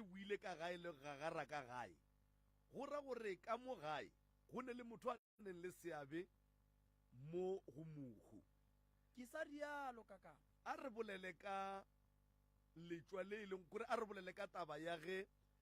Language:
Northern Sotho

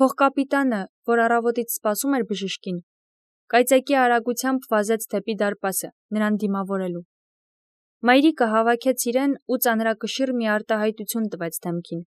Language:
Armenian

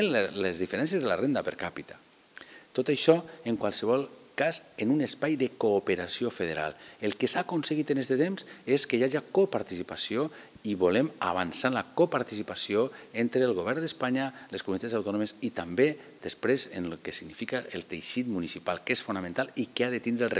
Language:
Catalan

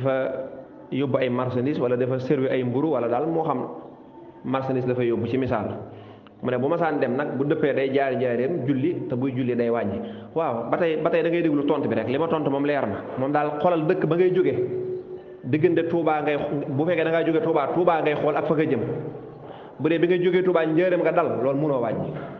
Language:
Wolof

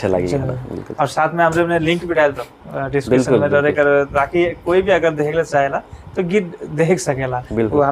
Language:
Sadri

